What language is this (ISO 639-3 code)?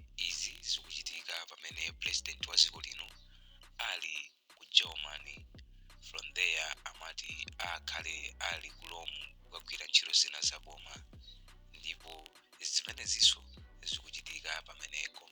nya